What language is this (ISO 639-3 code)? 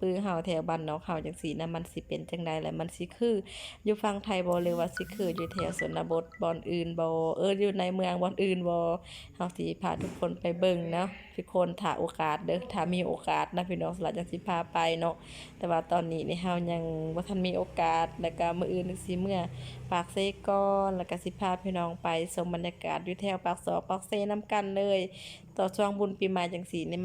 lao